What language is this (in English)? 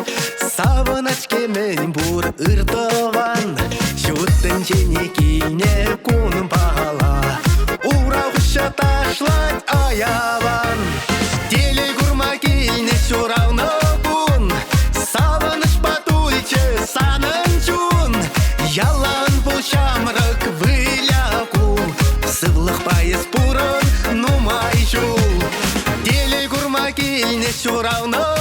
Chuvash